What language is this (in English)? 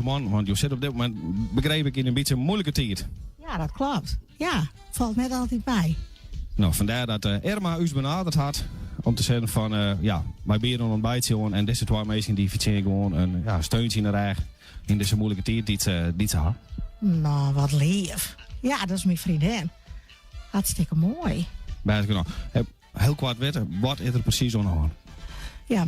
Western Frisian